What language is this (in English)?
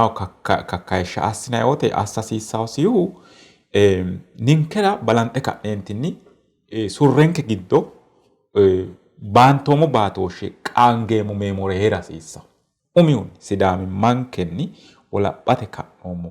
Sidamo